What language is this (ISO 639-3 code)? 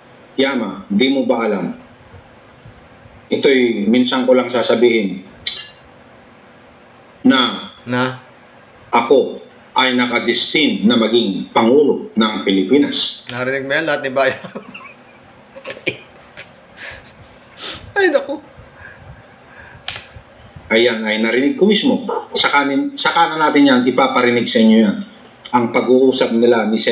fil